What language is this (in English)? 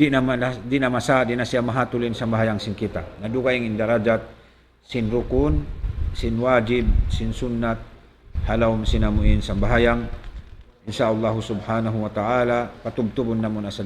Tausug